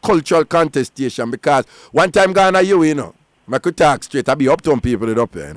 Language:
Jamaican Creole English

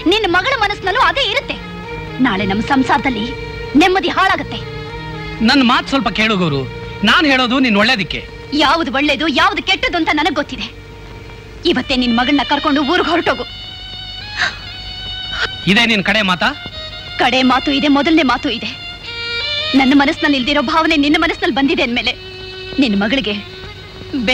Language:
Kannada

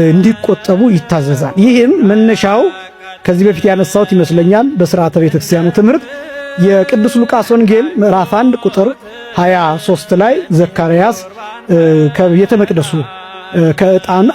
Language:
Amharic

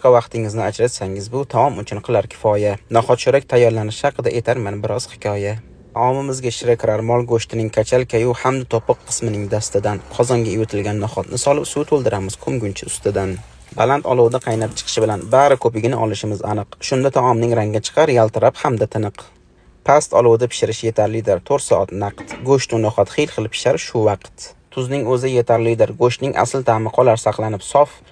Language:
Uzbek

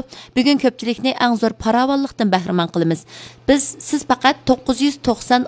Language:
Uyghur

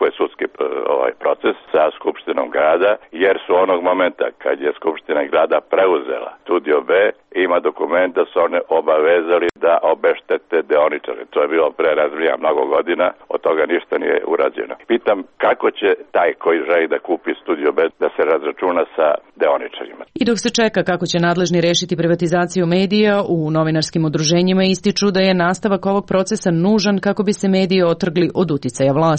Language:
Serbian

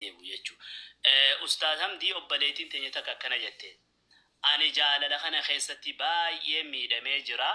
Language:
Oromo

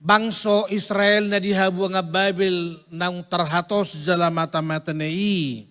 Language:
Batak Toba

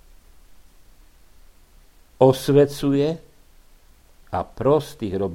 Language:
Slovak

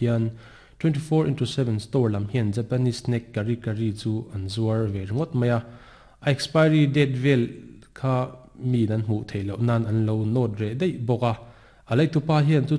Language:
Mizo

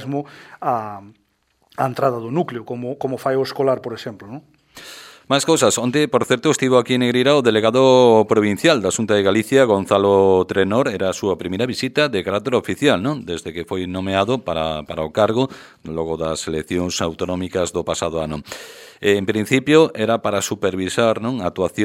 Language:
Galician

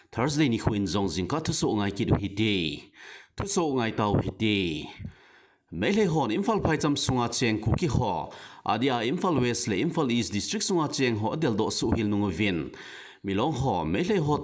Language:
Thado Chin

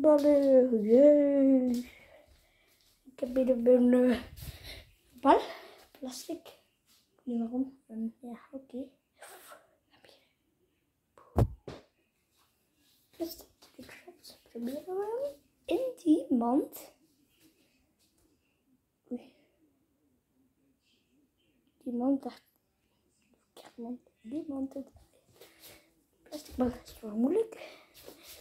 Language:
Dutch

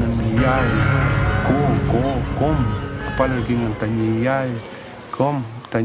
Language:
Mapuche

